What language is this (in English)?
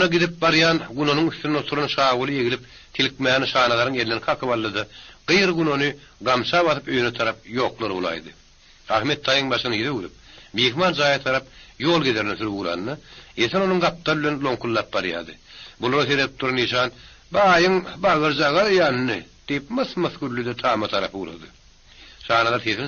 Turkmen